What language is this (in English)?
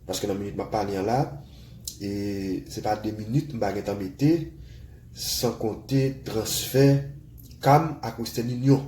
Haitian Creole